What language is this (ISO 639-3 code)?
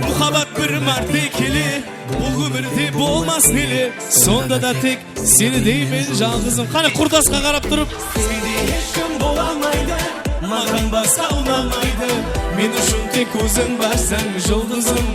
kaa